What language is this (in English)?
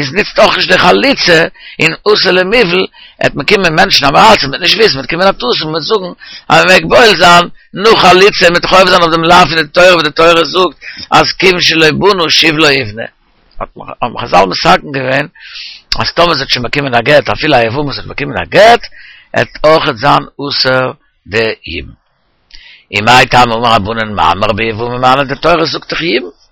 Yiddish